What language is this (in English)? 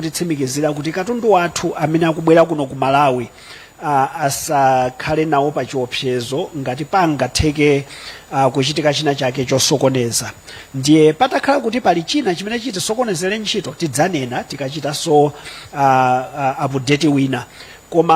Nyanja